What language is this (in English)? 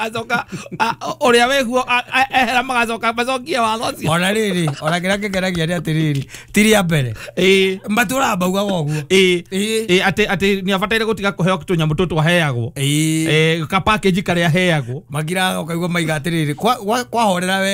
Kikuyu